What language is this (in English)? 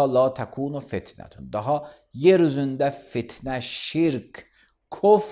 Azerbaijani